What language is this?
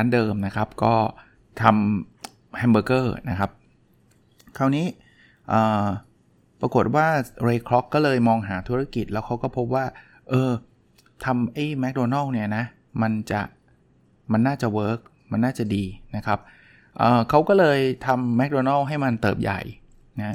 Thai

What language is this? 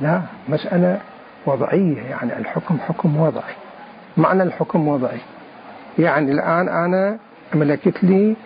Mesopotamian Arabic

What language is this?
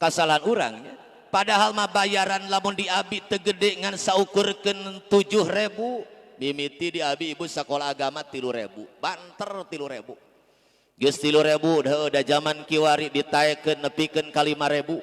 Sundanese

